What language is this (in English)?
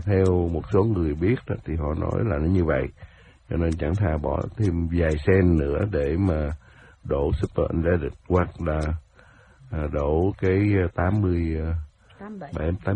Vietnamese